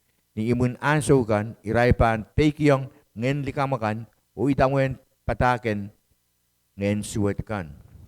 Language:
Pohnpeian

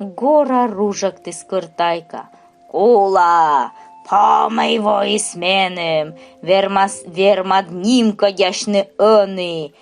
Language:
Komi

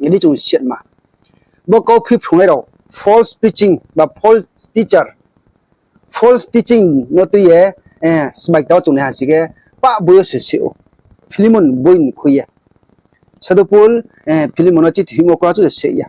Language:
Riang (India)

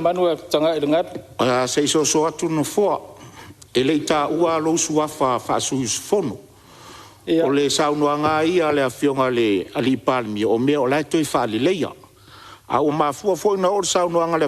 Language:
Samoan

